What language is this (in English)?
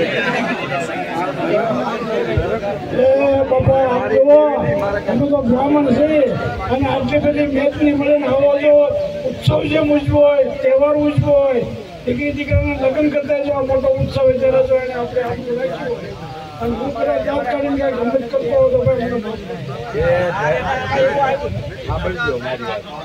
Gujarati